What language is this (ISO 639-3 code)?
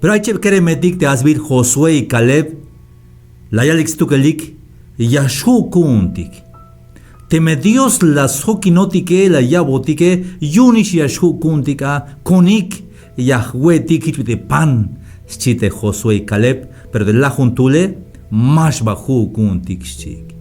tzh